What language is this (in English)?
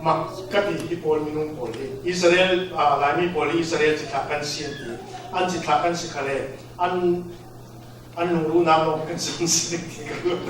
Falam Chin